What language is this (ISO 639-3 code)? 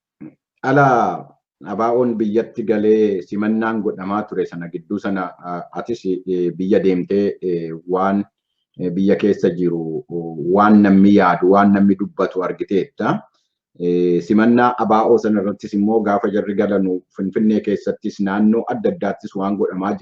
orm